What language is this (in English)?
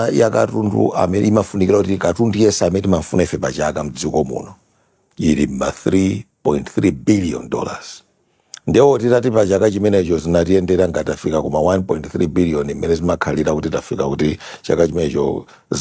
Nyanja